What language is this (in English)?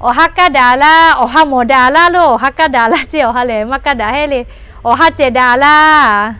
Lahu